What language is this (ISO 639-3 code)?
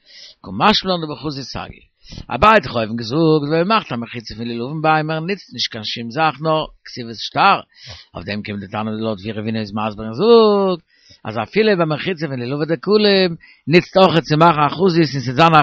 yid